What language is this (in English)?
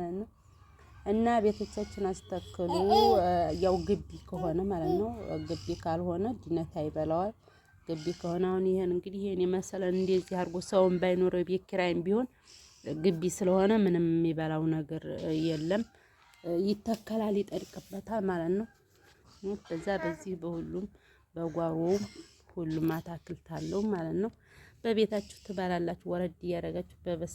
Amharic